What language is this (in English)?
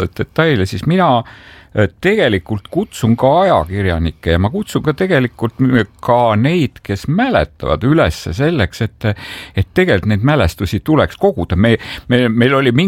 Estonian